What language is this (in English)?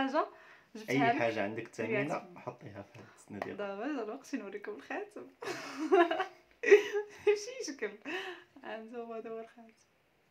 Moroccan Arabic